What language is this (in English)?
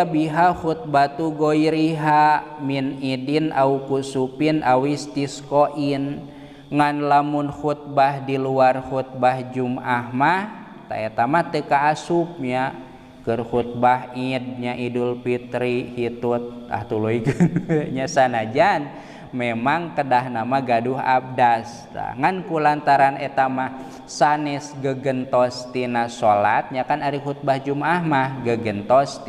Sundanese